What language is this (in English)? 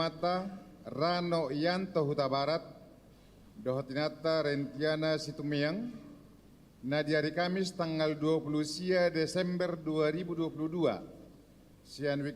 Batak Toba